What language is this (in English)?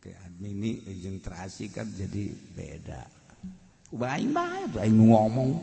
Sundanese